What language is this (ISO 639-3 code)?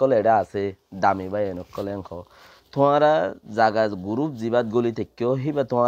rhg